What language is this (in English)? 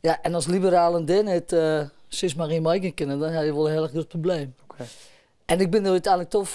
Western Frisian